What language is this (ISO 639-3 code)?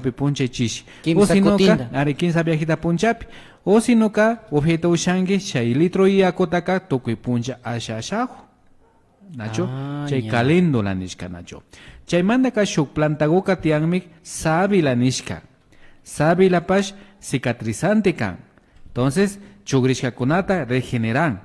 qvi